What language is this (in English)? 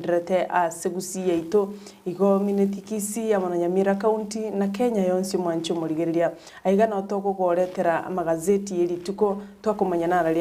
Gusii